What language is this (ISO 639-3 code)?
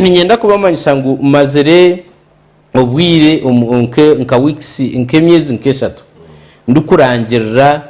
nyn